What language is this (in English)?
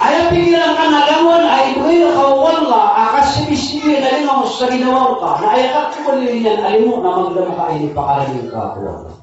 Maranao